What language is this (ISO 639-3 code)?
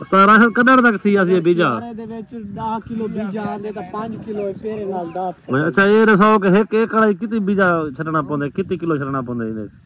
skr